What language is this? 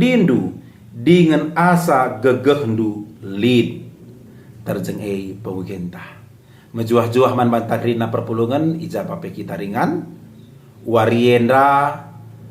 Batak Karo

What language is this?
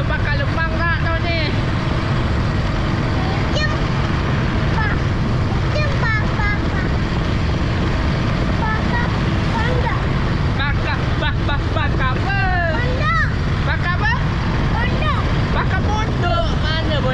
Malay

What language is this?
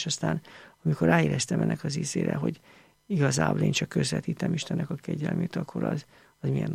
Hungarian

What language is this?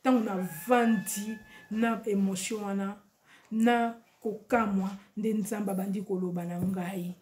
Lingala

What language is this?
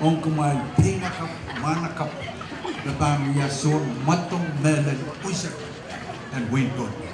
Pohnpeian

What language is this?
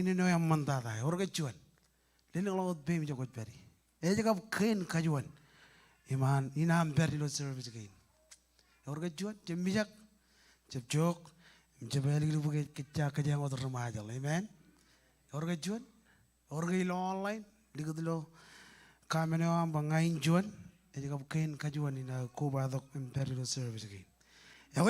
Marshallese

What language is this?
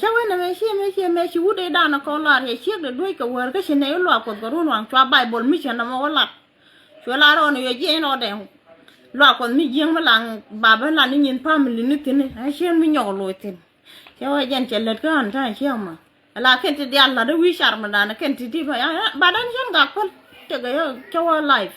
Nuer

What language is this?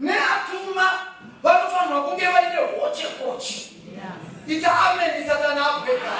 Shona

